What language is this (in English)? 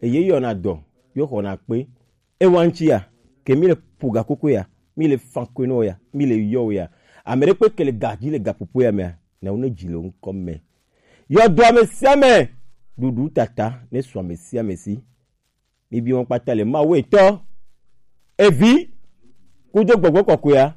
Gen